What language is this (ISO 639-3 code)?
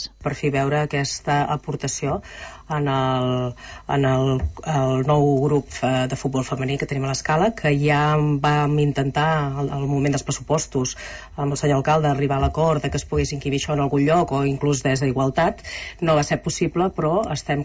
cat